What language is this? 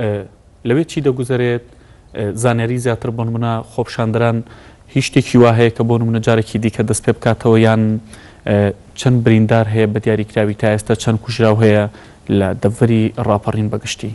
Central Kurdish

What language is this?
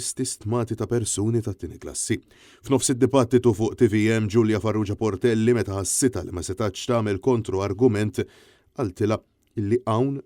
Maltese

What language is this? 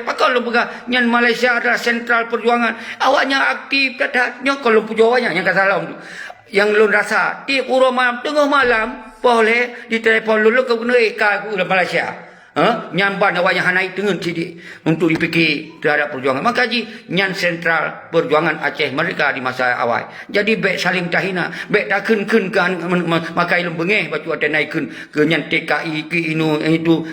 Achinese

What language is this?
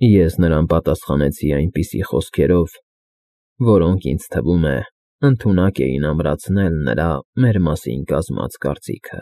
Armenian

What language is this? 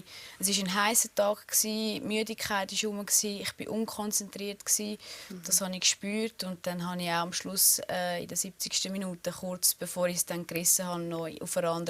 Swiss German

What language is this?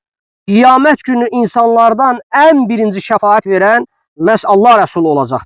Azerbaijani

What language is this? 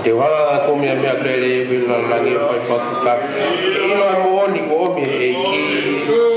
Tongan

